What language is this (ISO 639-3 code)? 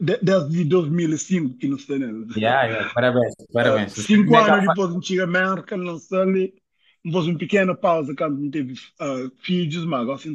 kea